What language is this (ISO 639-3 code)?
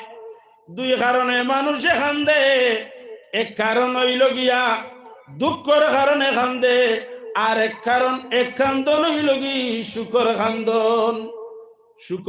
syl